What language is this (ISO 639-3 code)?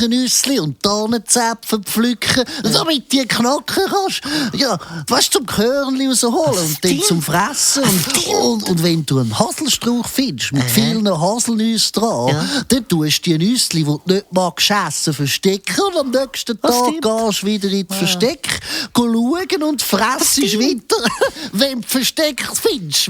gsw